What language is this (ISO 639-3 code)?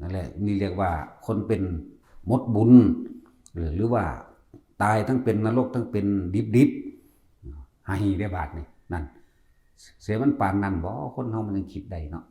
tts